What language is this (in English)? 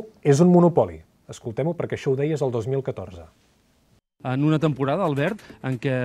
Catalan